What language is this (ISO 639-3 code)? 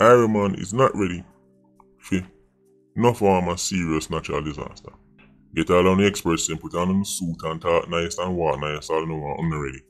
jam